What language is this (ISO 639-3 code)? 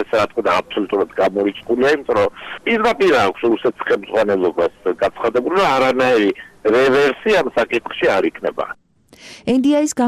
kat